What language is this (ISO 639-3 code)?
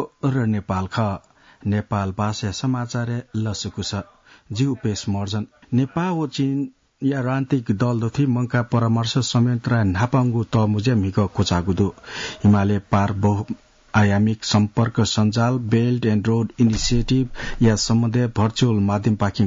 new